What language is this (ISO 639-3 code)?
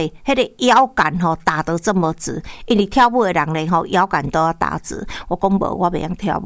nan